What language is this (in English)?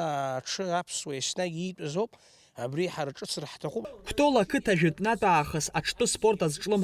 Abkhazian